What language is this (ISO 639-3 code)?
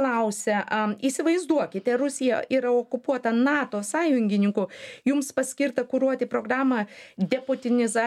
lit